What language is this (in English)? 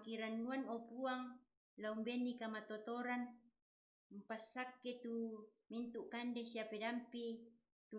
Toraja-Sa'dan